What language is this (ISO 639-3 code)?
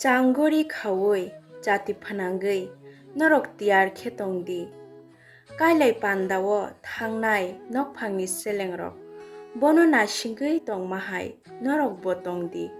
trp